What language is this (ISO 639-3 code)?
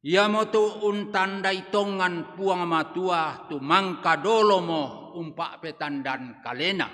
sda